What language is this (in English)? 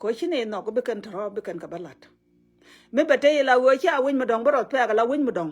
Nuer